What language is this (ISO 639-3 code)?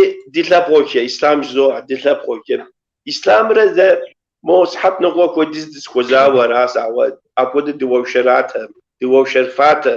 kbd